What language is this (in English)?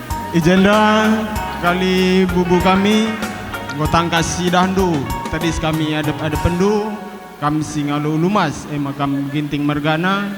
Batak Karo